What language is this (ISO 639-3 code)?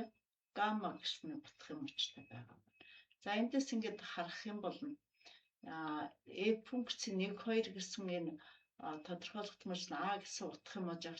mon